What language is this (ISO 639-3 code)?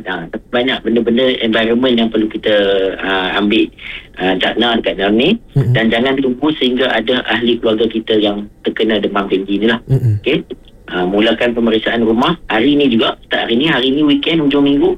msa